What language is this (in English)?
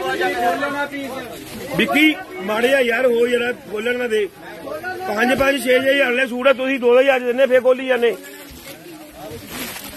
Punjabi